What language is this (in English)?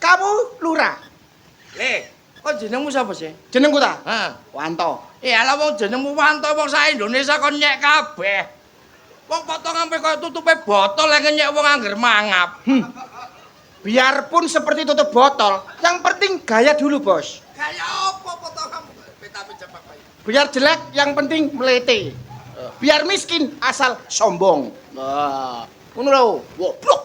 Javanese